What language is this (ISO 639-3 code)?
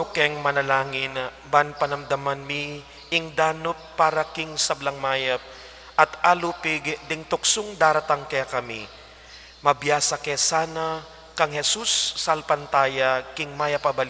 pam